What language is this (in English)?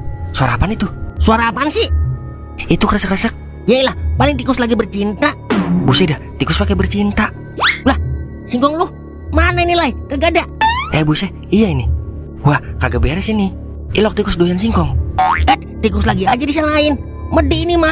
Betawi